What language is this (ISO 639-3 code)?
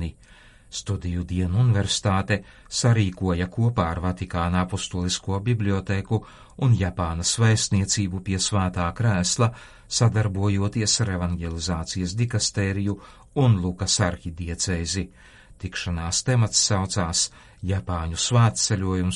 lav